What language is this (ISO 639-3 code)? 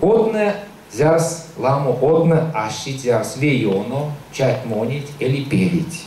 myv